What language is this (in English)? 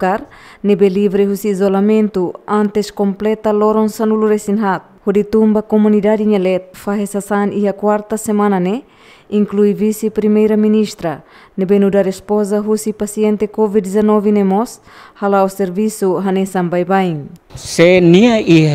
Tetum